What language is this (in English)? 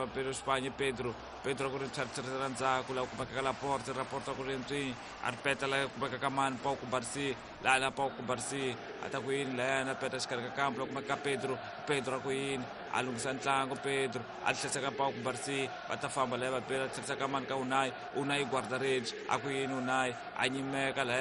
Tsonga